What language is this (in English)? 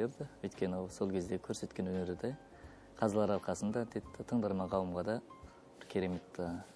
Kazakh